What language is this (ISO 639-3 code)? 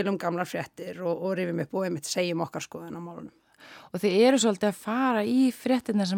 isl